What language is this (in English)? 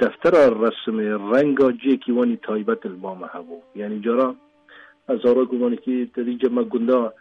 Kurdish